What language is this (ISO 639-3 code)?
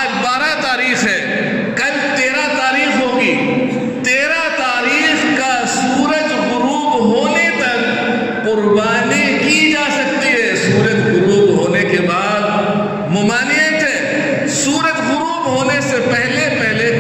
urd